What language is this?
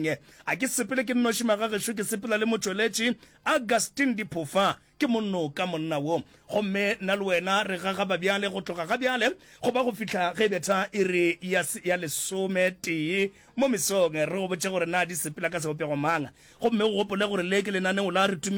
Northern Sotho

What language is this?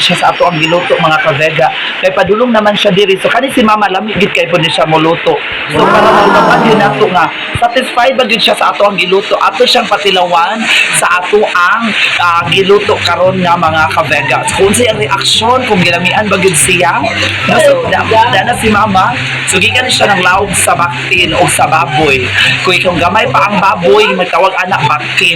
Cebuano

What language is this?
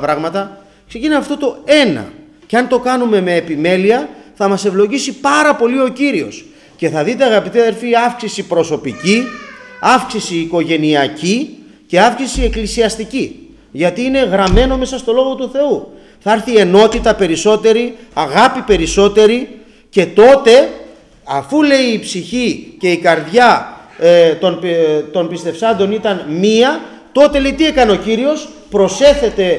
Greek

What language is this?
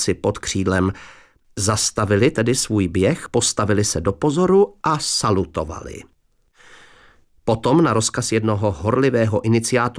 Czech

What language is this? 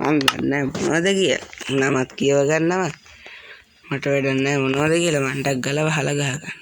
Sinhala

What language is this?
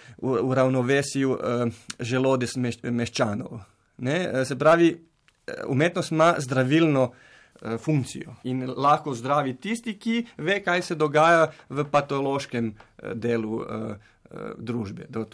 Slovenian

